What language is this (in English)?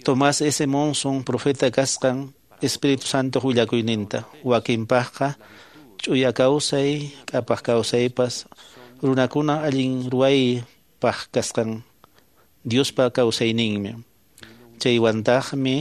Quechua